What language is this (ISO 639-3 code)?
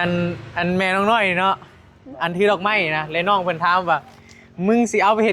tts